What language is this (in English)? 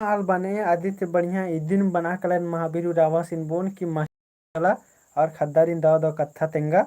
Kurukh